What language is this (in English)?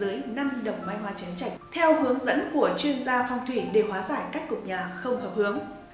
Vietnamese